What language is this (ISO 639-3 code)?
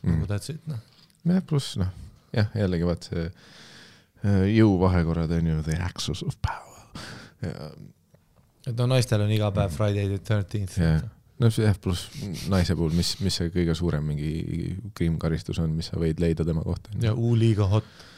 est